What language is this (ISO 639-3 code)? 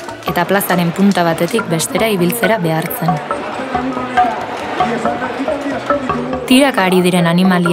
eus